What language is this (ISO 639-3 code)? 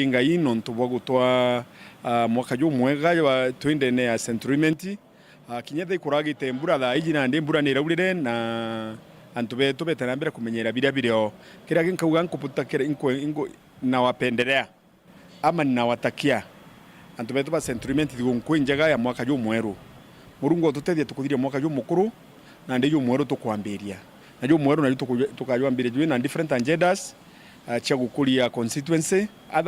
mer